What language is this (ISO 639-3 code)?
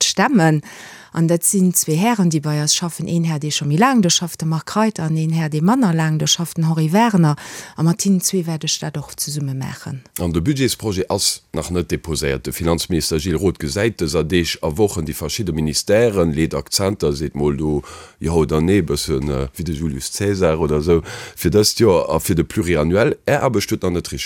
ltz